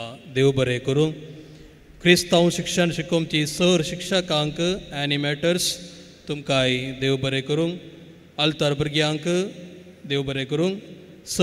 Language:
Konkani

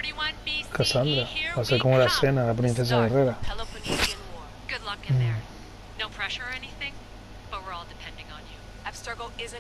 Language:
Spanish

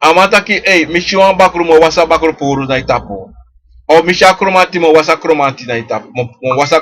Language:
Sranan Tongo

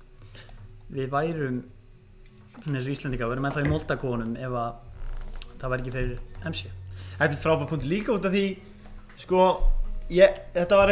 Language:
Icelandic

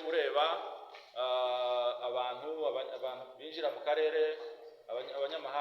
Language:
Kinyarwanda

